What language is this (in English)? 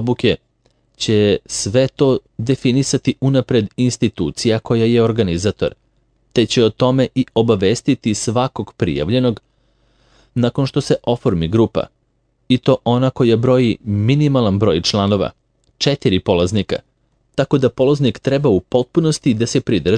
Serbian